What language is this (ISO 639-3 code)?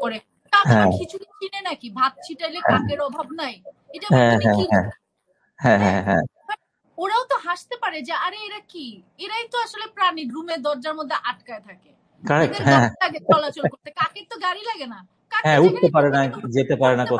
ben